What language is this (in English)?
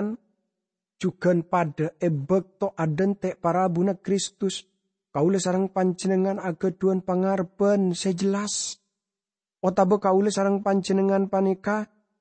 Madurese